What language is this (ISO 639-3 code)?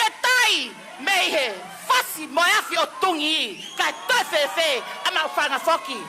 ton